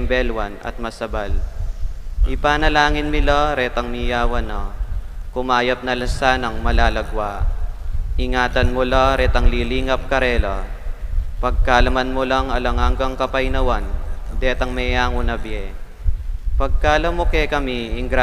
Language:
Pampanga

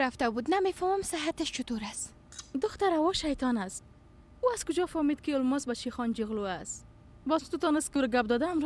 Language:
Persian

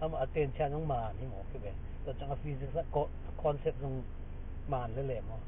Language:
Tedim Chin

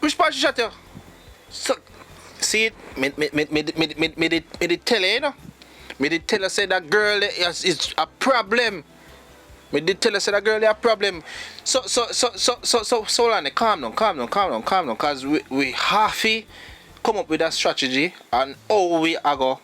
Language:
Jamaican Creole English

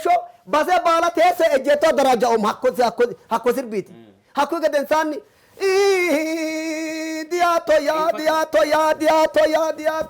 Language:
Sidamo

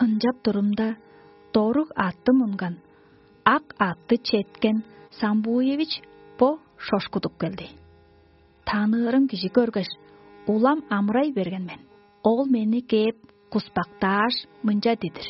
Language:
Tuvinian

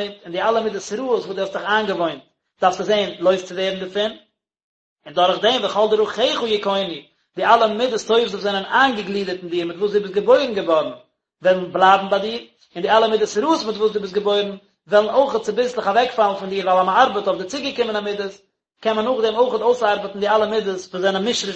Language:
Yiddish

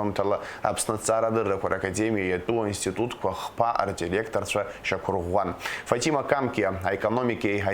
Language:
Abkhazian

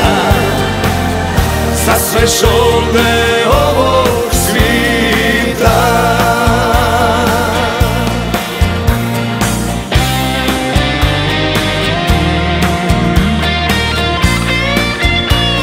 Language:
Croatian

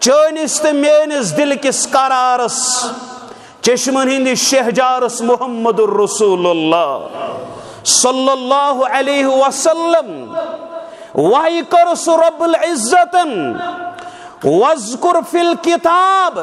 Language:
Kashmiri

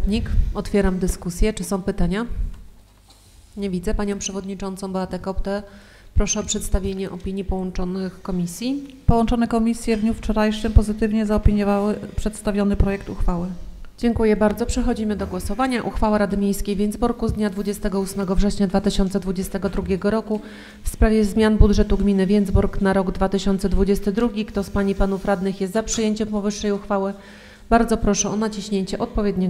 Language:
Polish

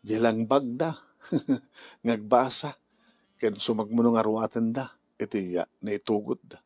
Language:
Iloko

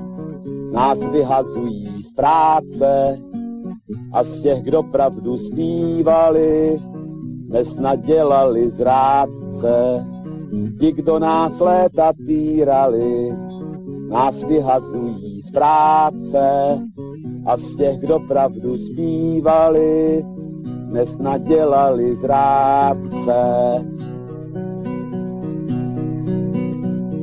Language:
Czech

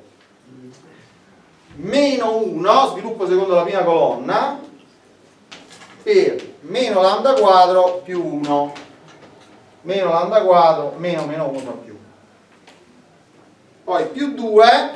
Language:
Italian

